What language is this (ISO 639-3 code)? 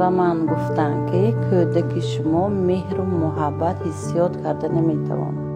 tgk